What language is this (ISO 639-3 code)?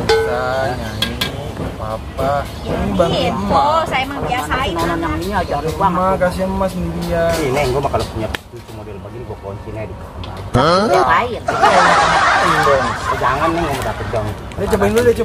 bew